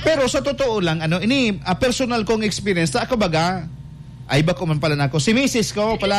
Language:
Bikol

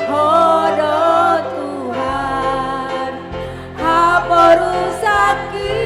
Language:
Batak Toba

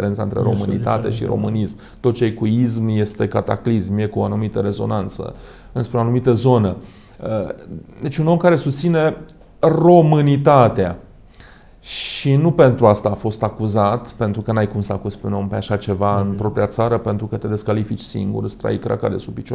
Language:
Romanian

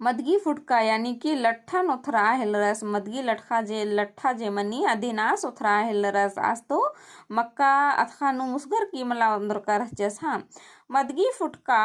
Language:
Kurukh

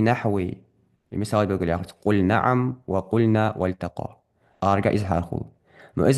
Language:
Ingush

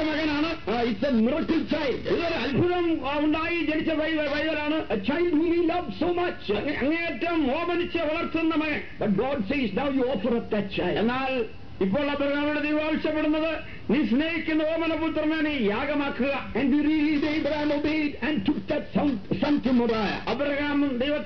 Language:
Malayalam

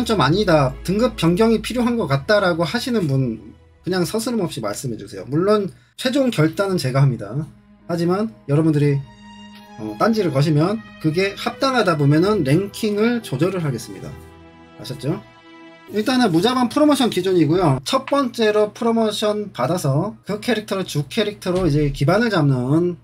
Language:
Korean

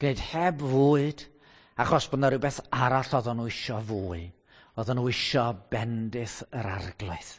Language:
Welsh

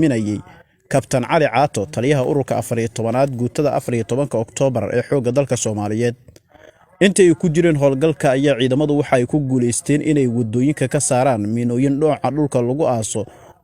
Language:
Somali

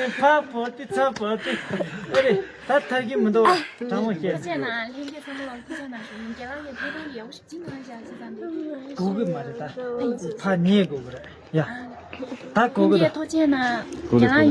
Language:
Tibetan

